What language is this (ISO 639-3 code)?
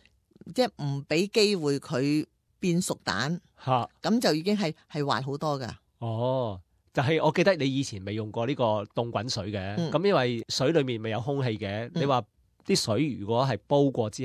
yue